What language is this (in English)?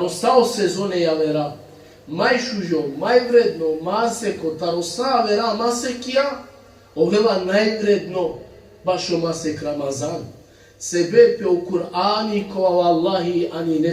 Balkan Romani